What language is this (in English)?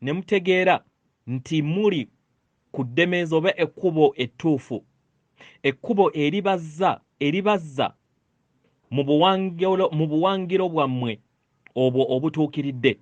Ganda